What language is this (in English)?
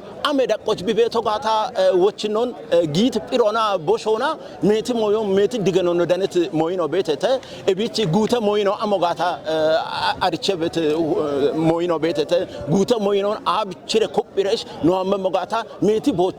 Kafa